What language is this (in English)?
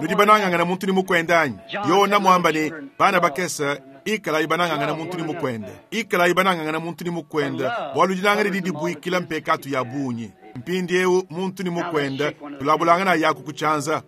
Luba-Lulua